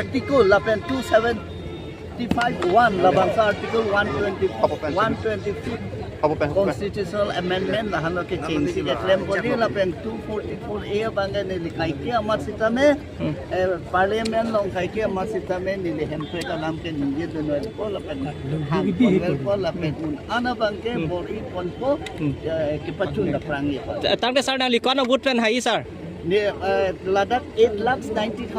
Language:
Karbi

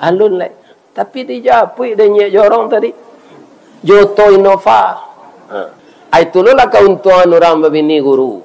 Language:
Minangkabau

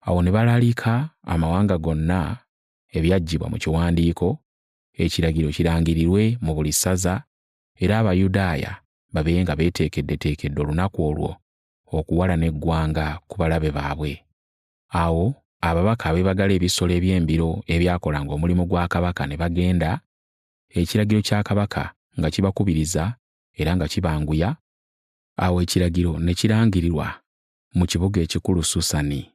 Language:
Ganda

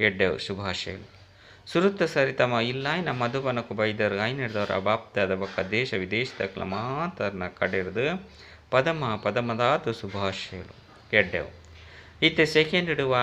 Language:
Tulu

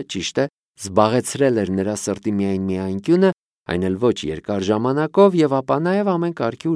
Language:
Armenian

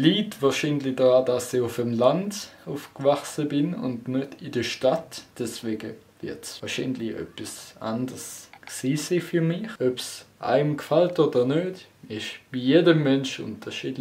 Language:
Swiss German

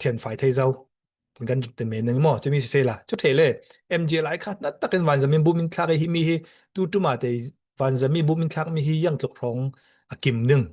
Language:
Falam Chin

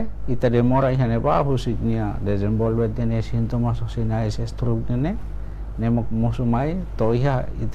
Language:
Tetum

